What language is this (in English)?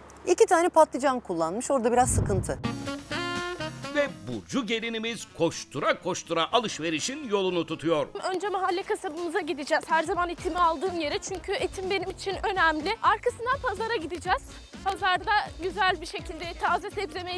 Turkish